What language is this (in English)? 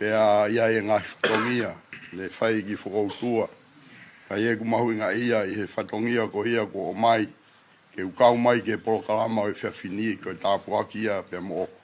Tongan